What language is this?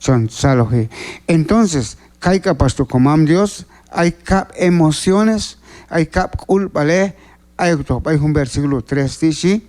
Q'anjob'al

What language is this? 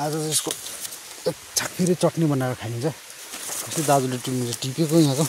Nepali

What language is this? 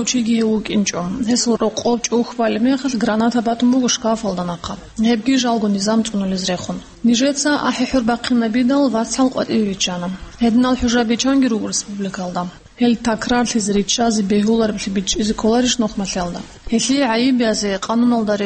Avaric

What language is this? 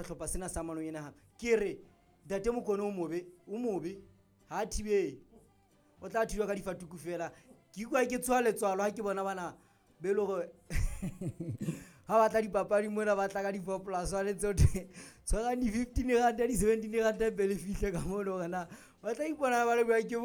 Southern Sotho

